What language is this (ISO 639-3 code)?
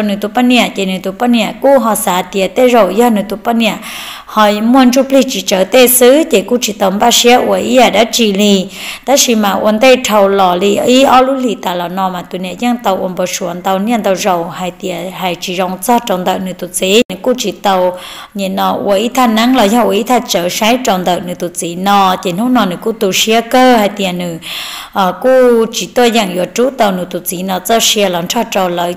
vie